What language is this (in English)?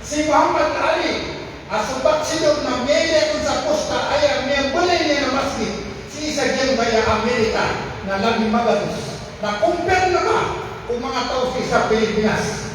Maranao